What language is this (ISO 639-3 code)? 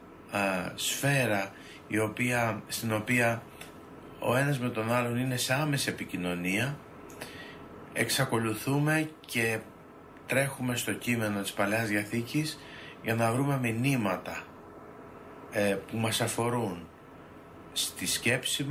ell